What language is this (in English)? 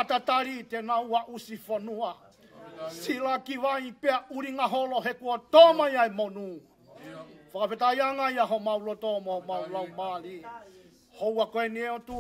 Tongan